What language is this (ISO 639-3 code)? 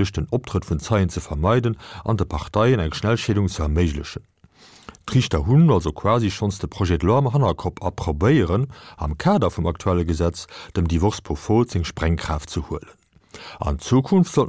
ltz